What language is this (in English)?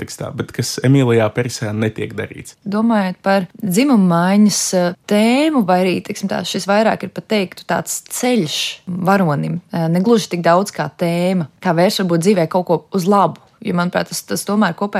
Latvian